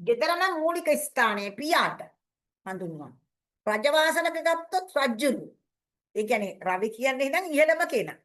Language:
Sinhala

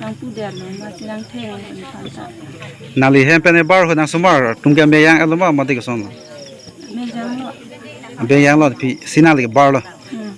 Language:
Karbi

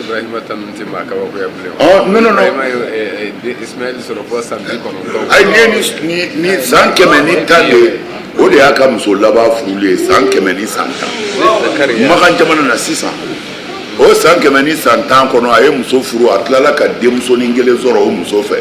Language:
Bambara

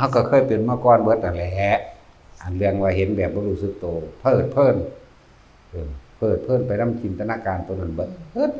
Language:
Northeastern Thai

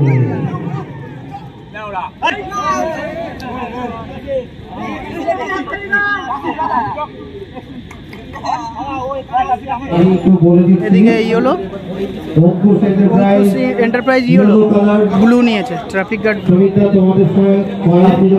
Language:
Bangla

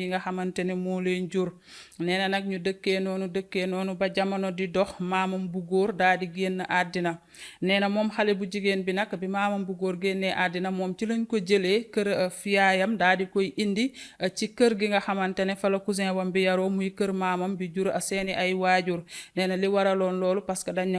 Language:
Wolof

